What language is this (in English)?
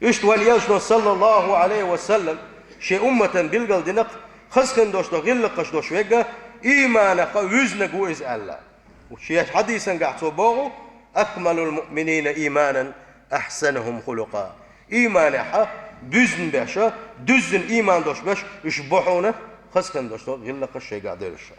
Chechen